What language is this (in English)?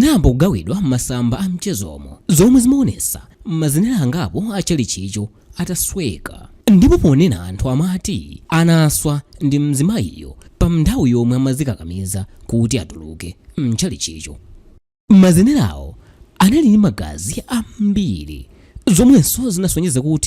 Nyanja